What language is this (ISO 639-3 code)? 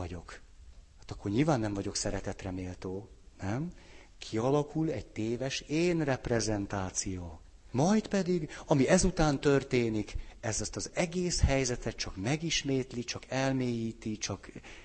hun